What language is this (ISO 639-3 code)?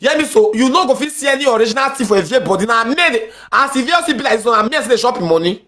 pcm